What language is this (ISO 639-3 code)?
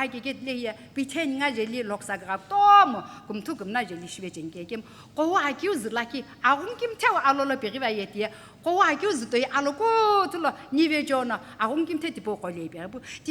nsm